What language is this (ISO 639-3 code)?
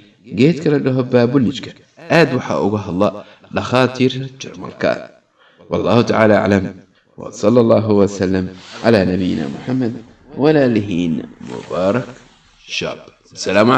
som